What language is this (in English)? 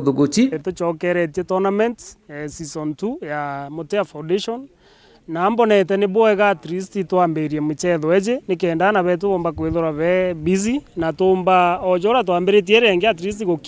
Meru